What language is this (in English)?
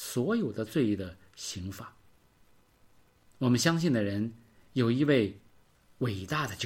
Chinese